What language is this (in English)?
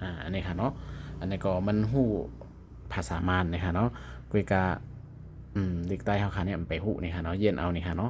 Shan